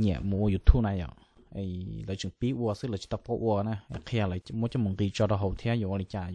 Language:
Hmong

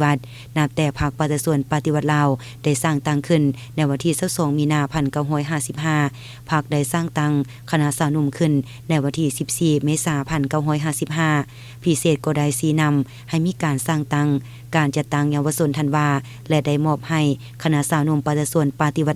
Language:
Lao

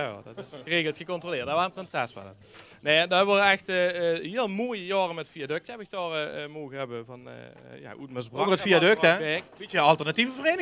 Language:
Limburgish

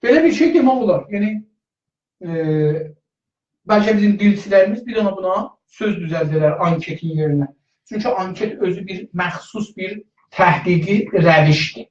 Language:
South Azerbaijani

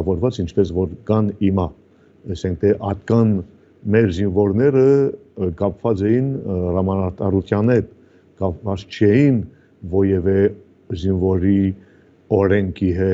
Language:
Armenian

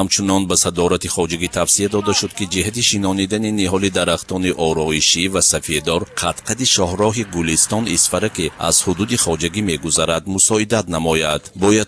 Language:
Tajik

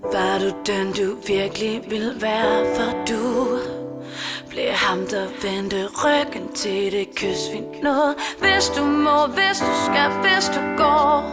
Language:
Danish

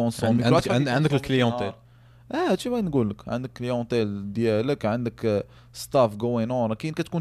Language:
Moroccan Arabic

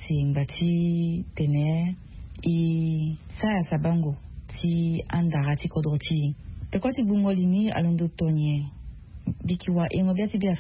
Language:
Sango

